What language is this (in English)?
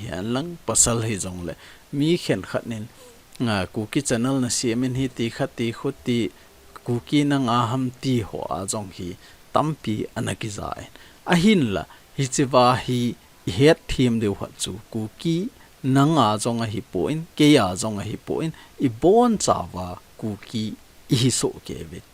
Thado Chin